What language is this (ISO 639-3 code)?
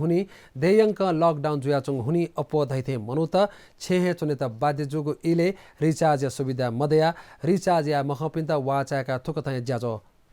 new